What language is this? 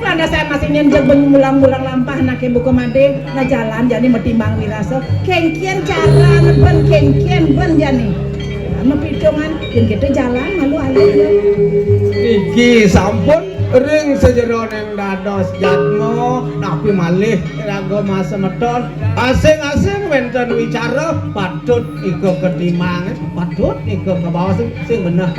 Balinese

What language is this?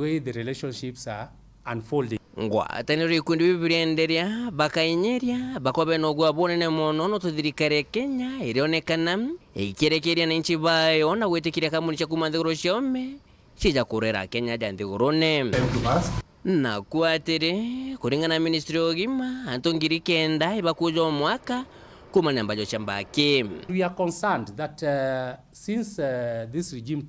Meru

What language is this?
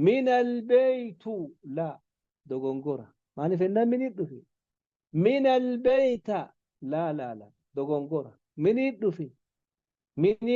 Oromo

